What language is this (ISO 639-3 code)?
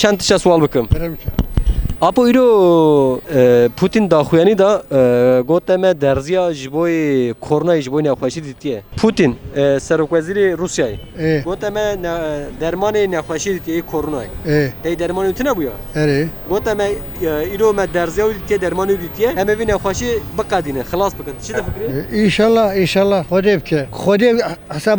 kur